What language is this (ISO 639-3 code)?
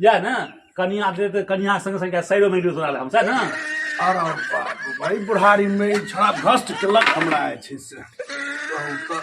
mai